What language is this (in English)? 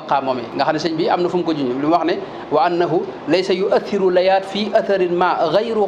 Wolof